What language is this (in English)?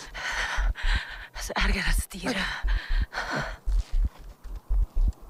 Afrikaans